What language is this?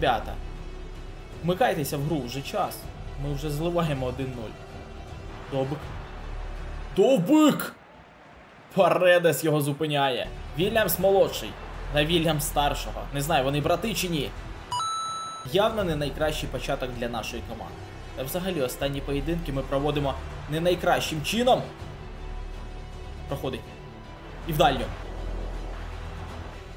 Ukrainian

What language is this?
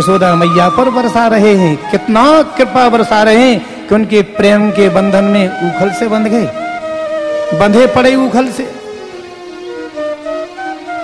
Hindi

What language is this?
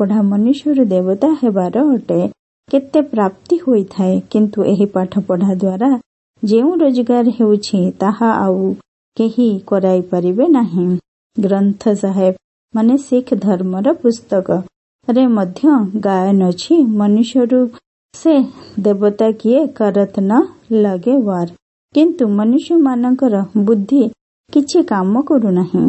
Odia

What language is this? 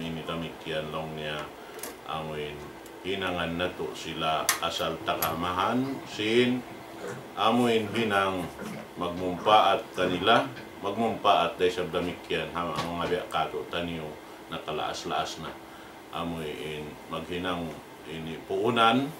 Tausug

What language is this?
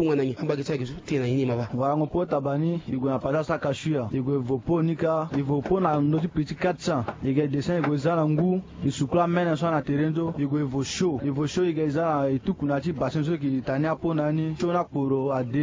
Sango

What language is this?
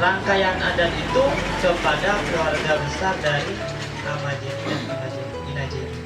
Nias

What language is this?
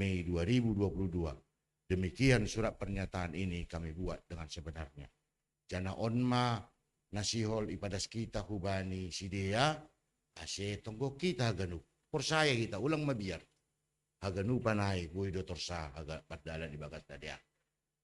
Batak Simalungun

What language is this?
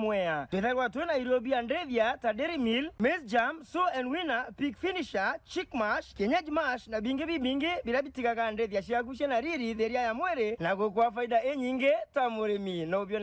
Meru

